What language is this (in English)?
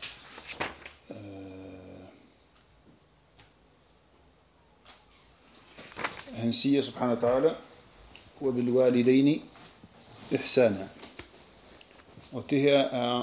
Danish